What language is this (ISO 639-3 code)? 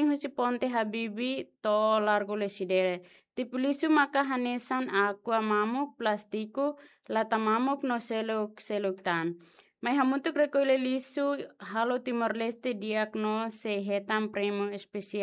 tet